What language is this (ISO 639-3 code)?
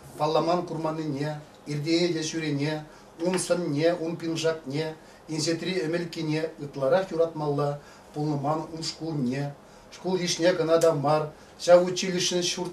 chv